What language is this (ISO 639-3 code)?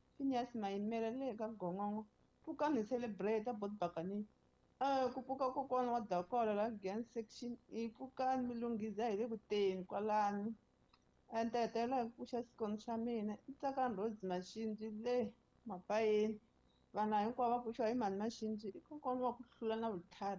tso